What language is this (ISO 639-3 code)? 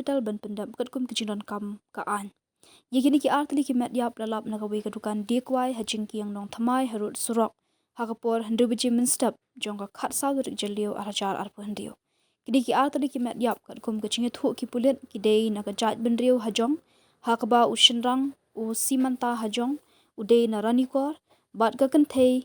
kha